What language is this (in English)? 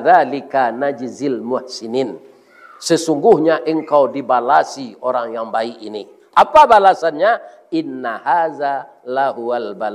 Minangkabau